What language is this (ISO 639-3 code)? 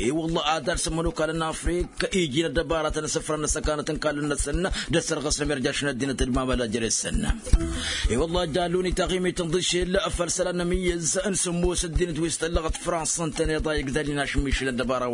taq